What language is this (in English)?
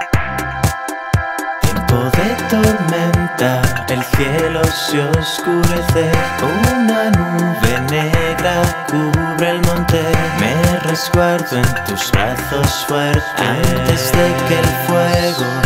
Spanish